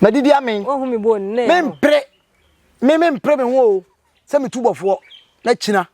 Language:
Akan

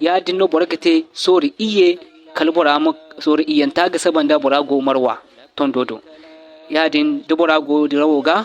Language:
Zarma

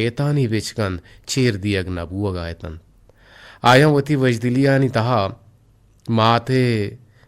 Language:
Eastern Balochi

